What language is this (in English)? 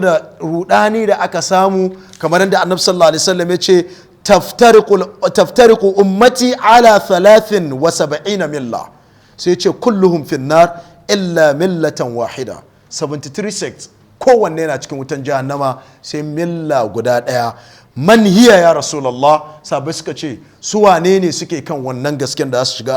Hausa